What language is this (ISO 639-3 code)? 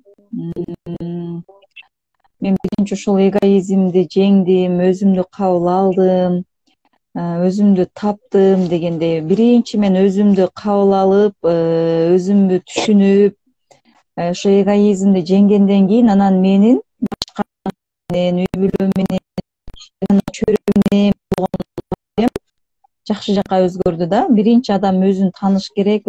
kir